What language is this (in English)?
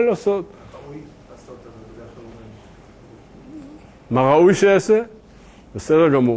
Hebrew